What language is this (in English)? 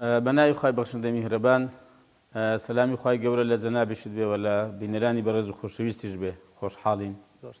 Central Kurdish